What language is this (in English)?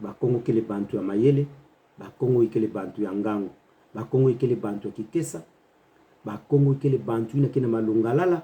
Kituba (Democratic Republic of Congo)